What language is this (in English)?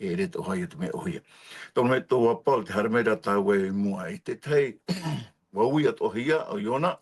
Tahitian